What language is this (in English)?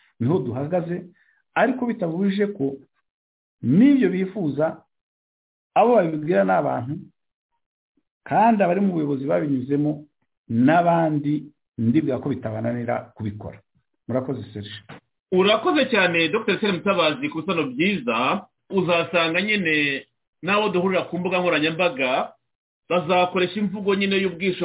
Kinyarwanda